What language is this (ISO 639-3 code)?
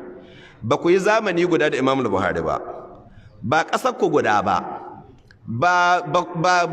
hau